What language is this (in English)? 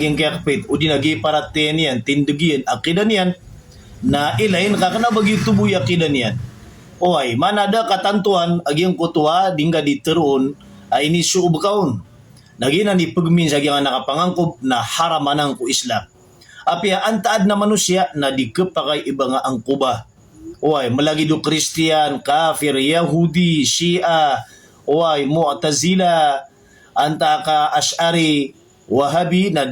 Maranao